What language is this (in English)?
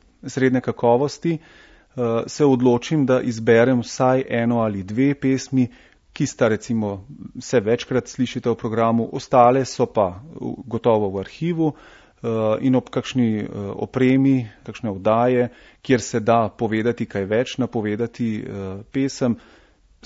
Slovenian